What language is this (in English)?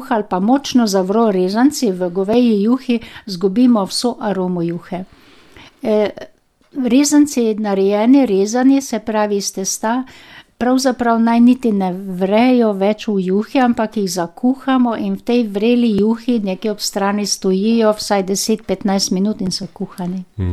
Slovenian